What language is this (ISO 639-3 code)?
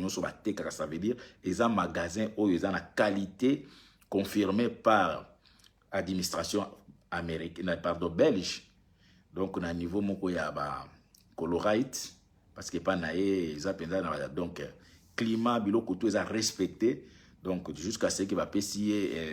lin